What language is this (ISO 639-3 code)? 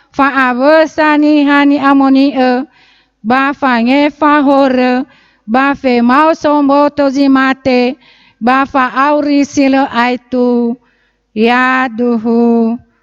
nia